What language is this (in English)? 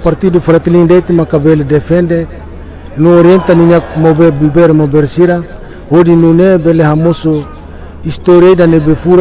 Tetum